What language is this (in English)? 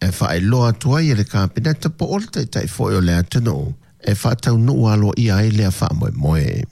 Samoan